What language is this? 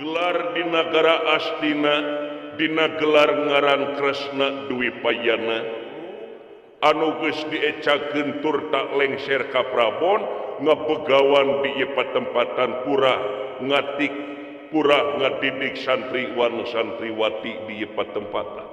Sundanese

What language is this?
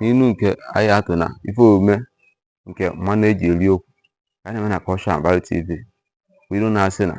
Igbo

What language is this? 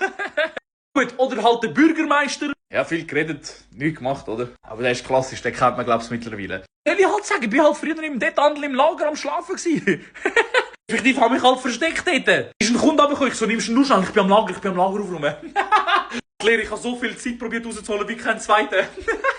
Swiss German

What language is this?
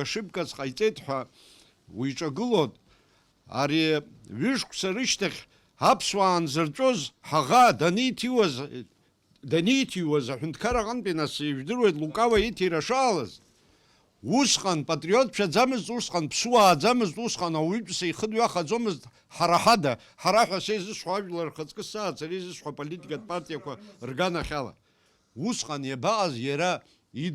Abkhazian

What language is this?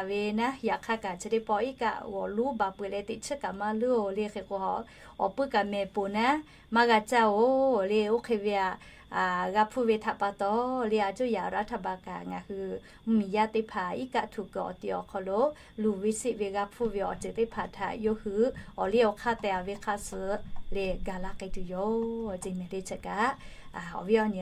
Lahu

